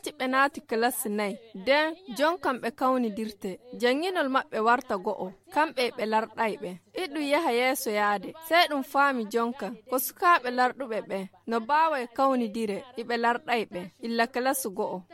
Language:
Fula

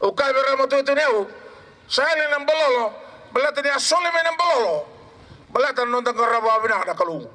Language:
Fijian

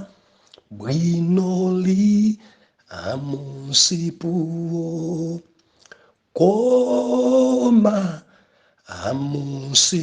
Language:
Nyanja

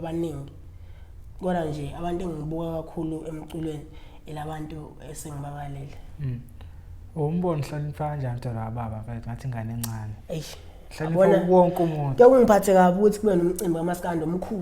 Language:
Zulu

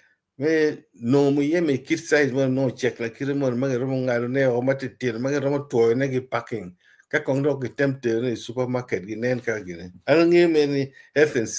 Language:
Acoli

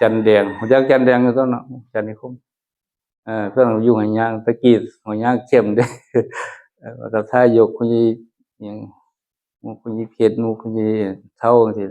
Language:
Northeastern Thai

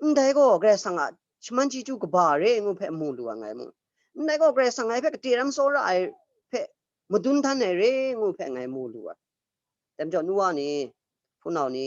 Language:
Kachin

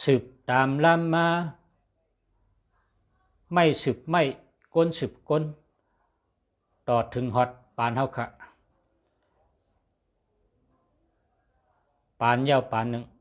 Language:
Shan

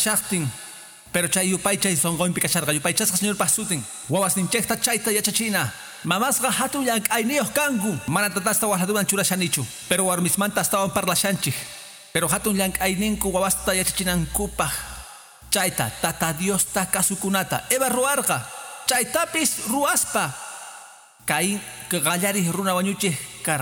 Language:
Quechua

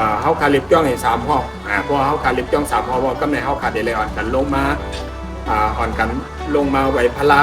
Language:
Shan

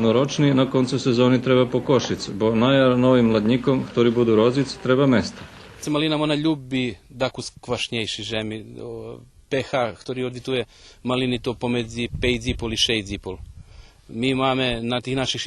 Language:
Rusyn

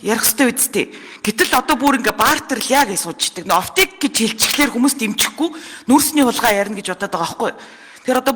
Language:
Mongolian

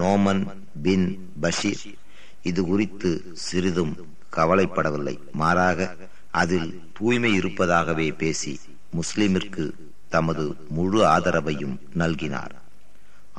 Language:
Tamil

